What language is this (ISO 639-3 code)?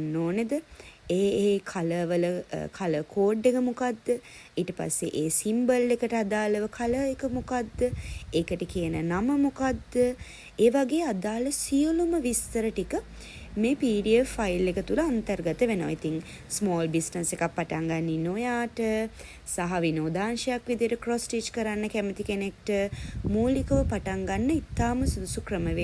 sin